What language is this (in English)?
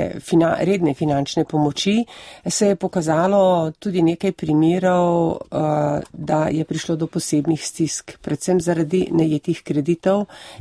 Slovenian